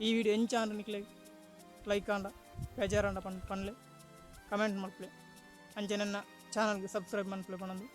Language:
Tulu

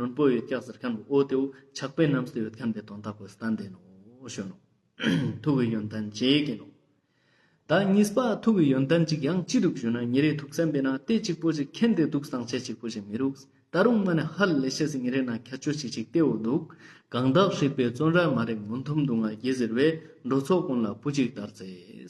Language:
Ladakhi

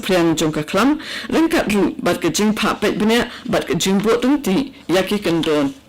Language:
Khasi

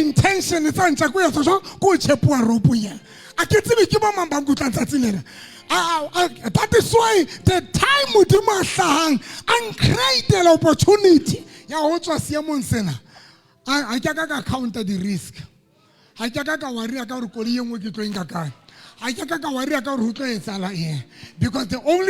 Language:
Southern Sotho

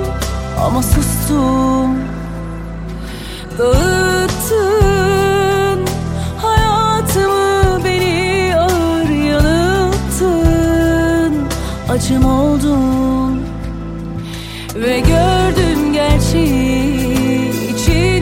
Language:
Turkish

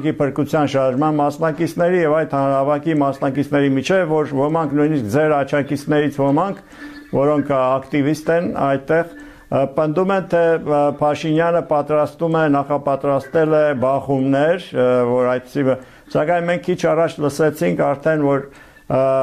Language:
Armenian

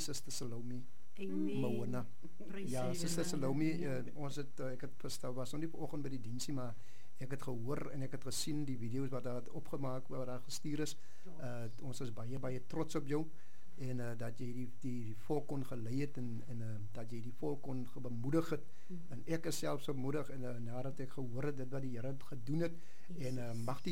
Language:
Afrikaans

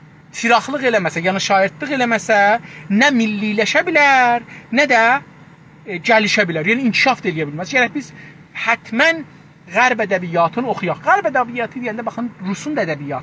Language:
South Azerbaijani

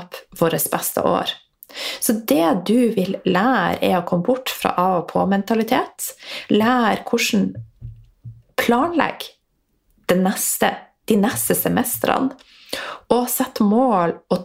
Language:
Norwegian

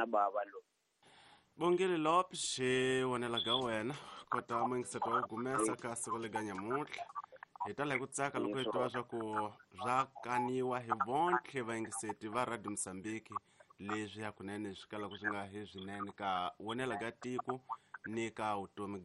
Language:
Tsonga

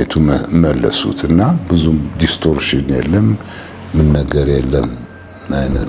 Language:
Amharic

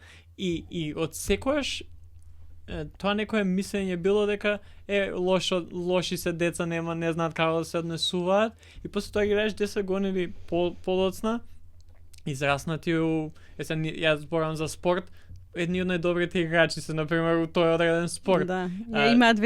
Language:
Macedonian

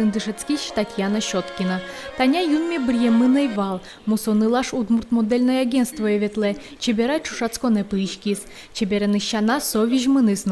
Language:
Udmurt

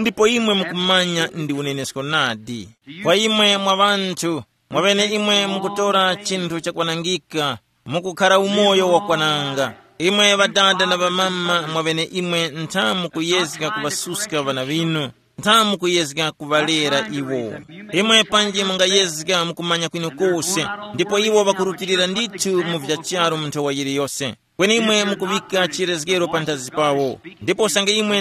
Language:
Tumbuka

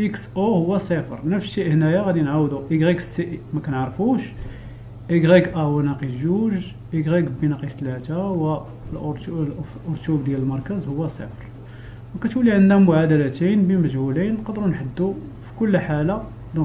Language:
Moroccan Arabic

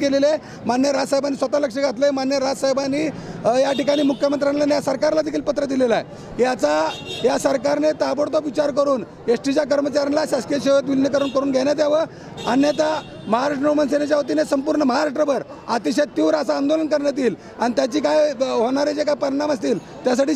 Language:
Marathi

